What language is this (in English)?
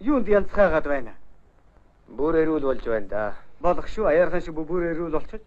Mongolian